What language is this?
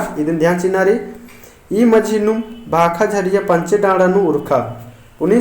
Kurukh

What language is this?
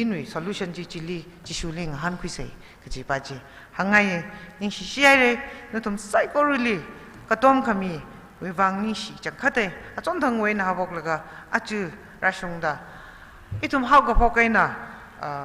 Tangkhul Naga (India)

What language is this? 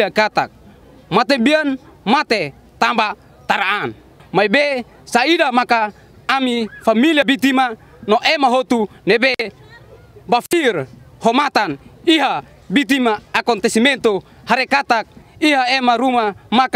Tetum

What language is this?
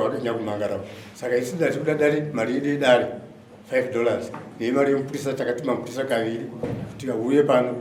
Shona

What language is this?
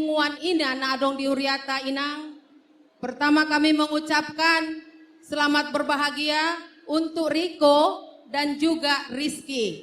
Batak Toba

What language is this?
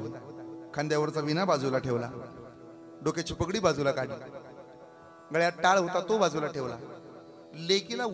Marathi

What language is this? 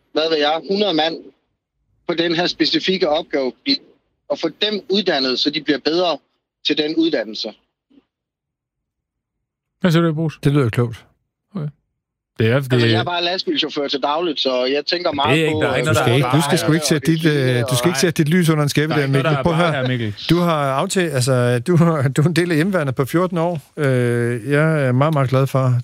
Danish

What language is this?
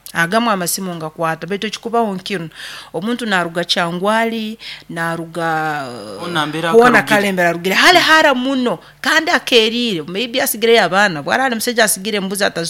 Nyoro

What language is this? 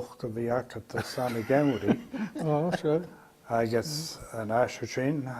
Scottish Gaelic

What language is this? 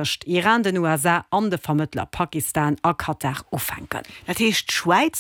Luxembourgish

